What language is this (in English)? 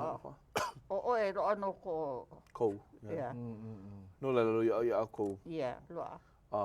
Hawaiian